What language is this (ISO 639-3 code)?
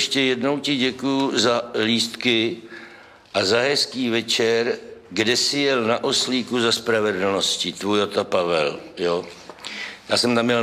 ces